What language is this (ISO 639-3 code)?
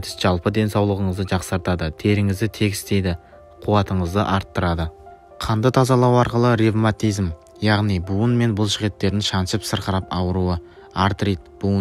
kaz